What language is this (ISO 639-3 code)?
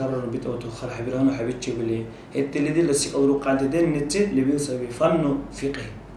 dar